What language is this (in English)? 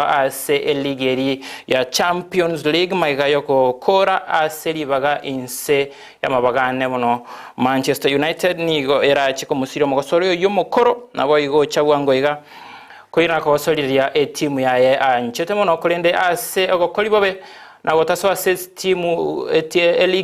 Gusii